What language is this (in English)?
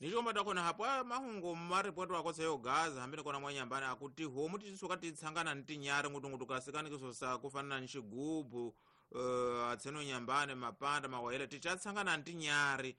Tsonga